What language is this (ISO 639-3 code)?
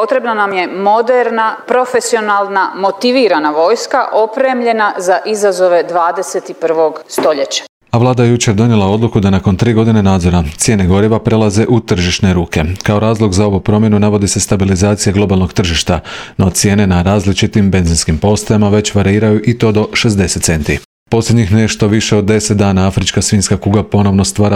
hrv